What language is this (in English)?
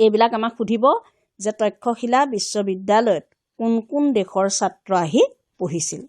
Assamese